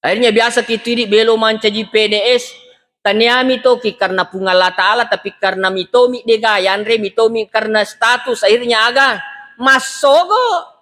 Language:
Buginese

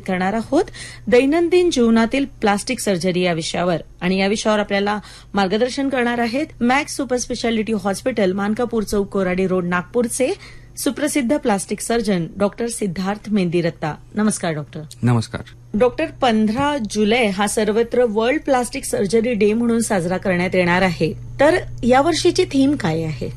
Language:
Marathi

